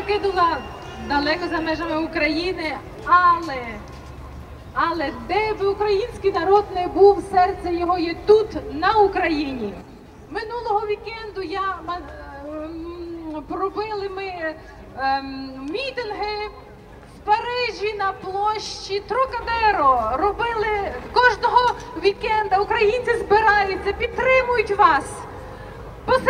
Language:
Ukrainian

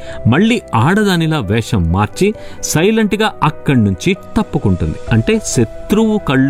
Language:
Telugu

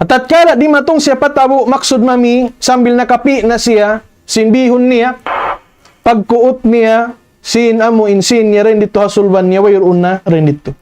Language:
Tausug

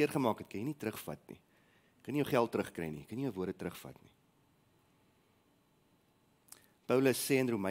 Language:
Afrikaans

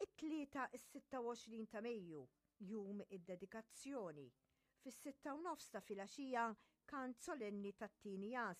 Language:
Maltese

